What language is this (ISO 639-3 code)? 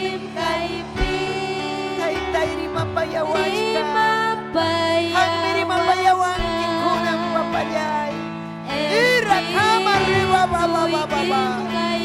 quy